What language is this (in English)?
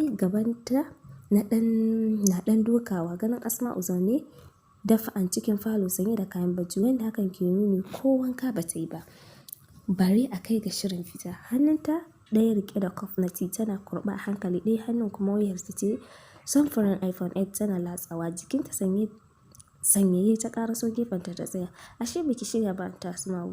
Hausa